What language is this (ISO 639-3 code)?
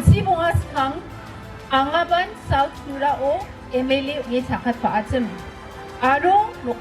grt